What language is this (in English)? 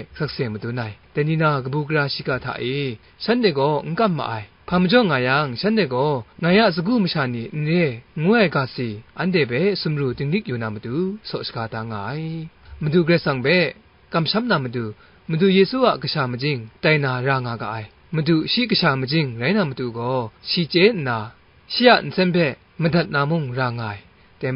Kachin